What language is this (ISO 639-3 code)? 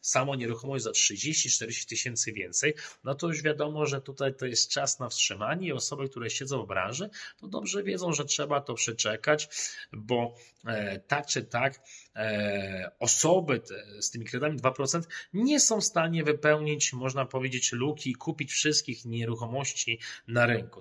pol